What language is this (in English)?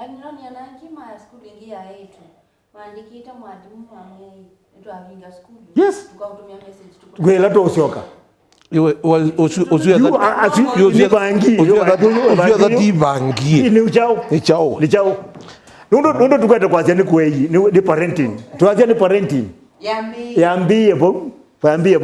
Kamba